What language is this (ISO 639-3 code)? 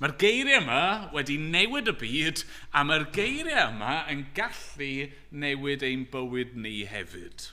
cym